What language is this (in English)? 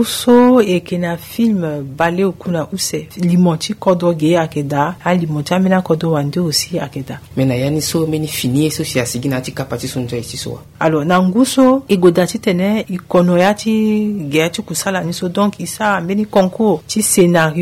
Sango